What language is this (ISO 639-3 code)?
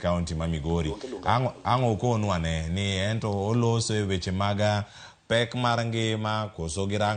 luo